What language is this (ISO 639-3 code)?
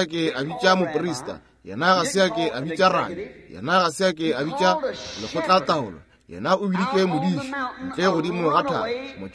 nso